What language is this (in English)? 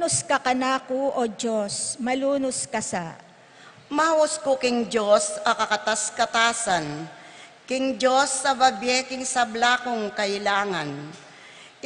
Pampanga